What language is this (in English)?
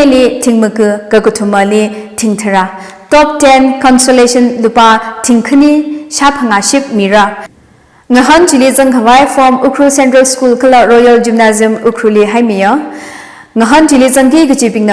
Tangkhul Naga (India)